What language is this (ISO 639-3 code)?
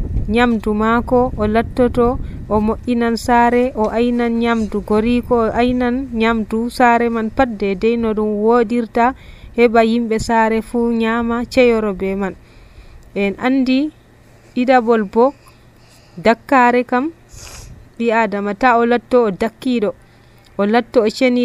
fuv